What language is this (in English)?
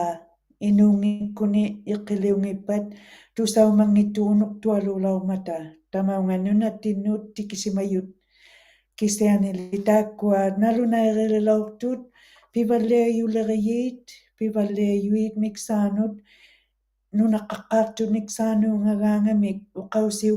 Western Canadian Inuktitut